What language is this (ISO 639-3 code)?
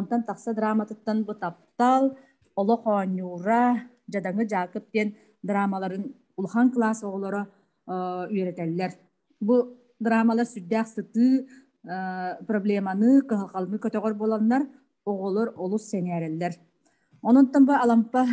sah